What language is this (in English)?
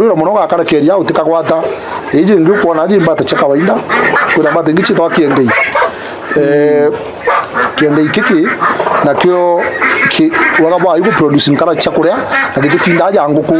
Meru